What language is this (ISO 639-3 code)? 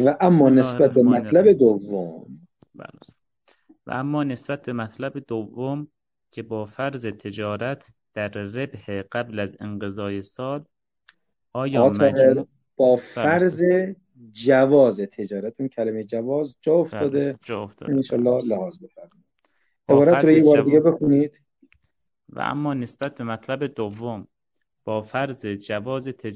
fas